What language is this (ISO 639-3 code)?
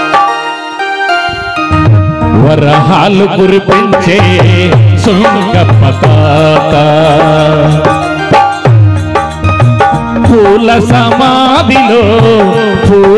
tel